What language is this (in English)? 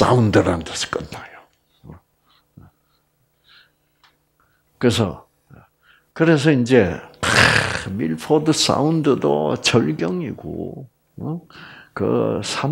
Korean